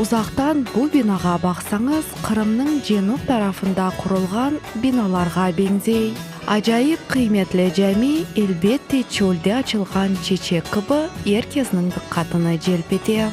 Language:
Crimean Tatar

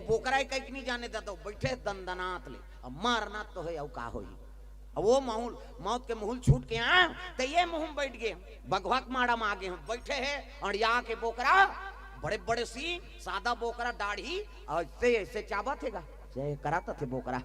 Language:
Chhattisgarhi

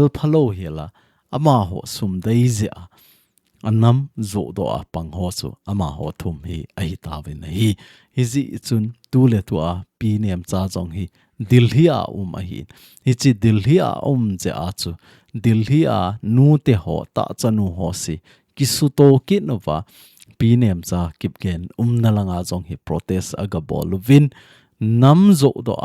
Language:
Thado Chin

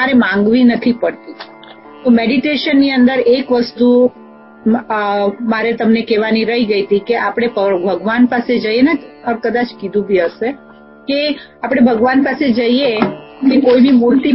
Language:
Gujarati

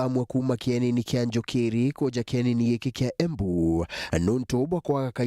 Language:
Meru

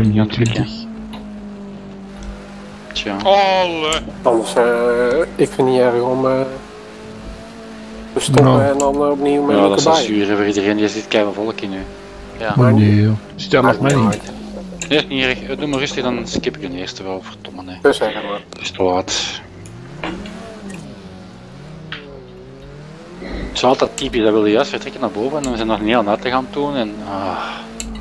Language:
Dutch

